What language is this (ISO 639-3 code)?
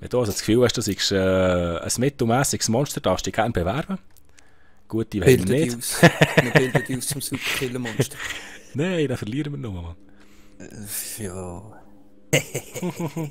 gsw